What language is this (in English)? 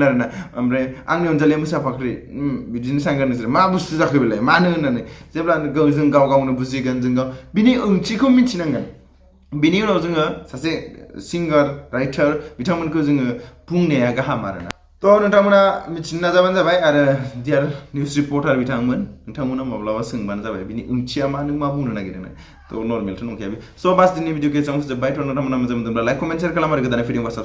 Bodo